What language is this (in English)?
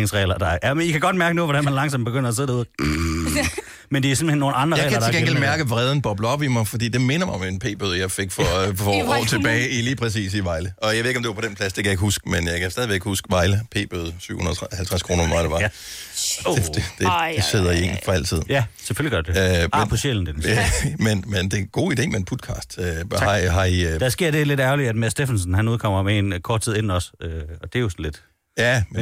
Danish